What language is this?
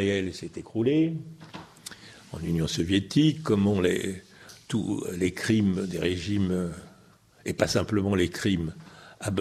French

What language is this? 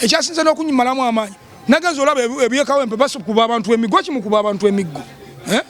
Ganda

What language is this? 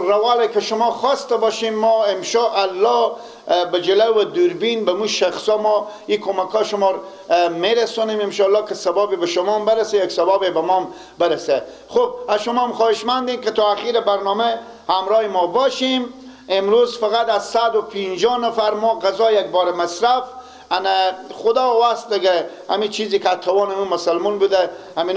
Persian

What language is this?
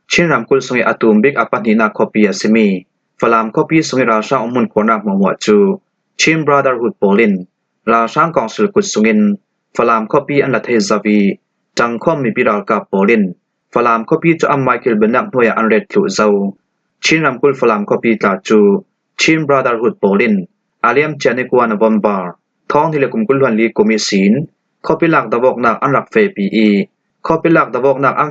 Falam Chin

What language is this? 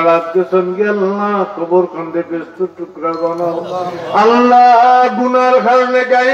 Sylheti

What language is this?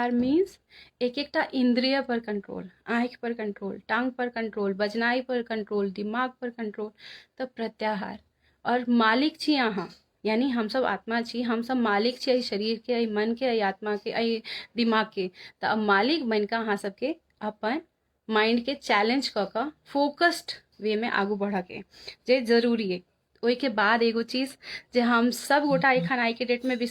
Maithili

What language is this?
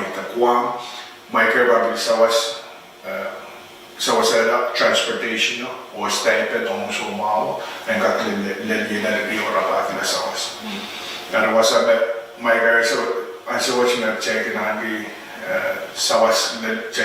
Pohnpeian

